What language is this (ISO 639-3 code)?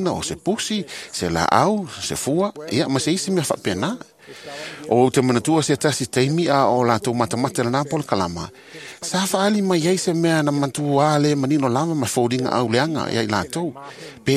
smo